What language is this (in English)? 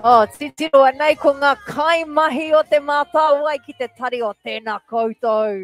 Māori